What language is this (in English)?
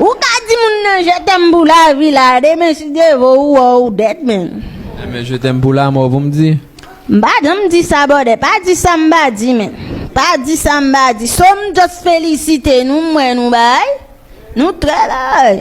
Haitian Creole